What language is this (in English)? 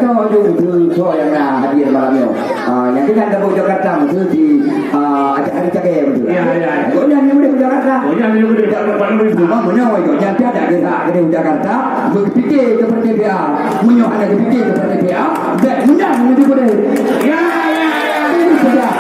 Achinese